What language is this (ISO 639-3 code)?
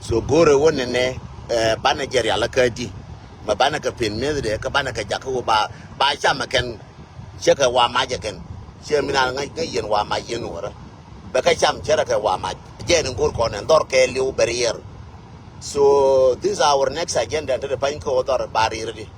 nus